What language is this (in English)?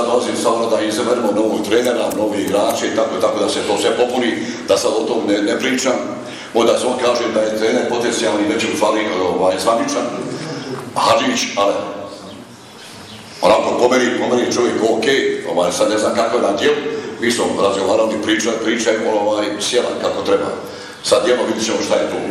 Bosnian